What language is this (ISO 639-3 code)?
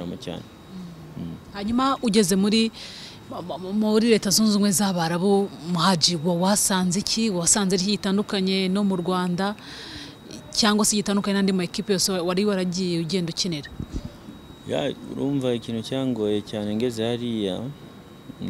kin